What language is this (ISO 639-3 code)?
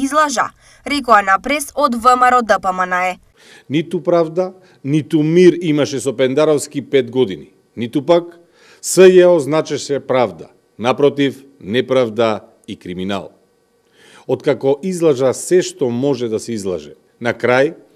mkd